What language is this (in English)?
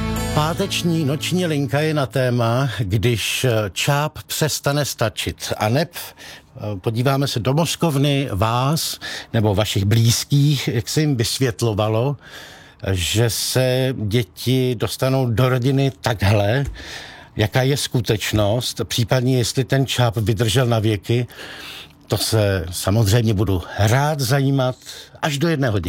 Czech